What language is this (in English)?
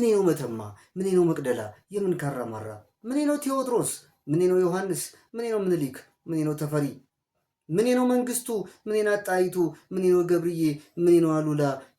Amharic